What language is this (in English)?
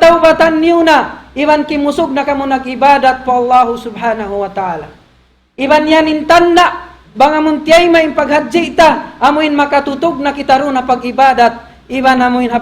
Tausug